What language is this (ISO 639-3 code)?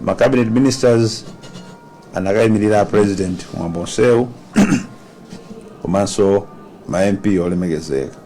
nya